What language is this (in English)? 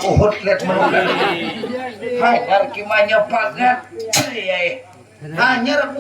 Banjar